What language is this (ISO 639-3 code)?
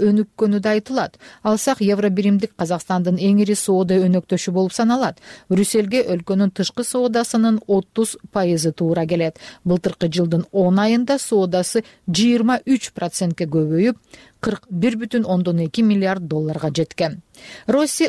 kir